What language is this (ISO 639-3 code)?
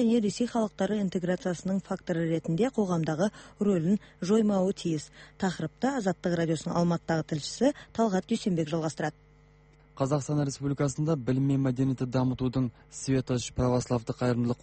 kaz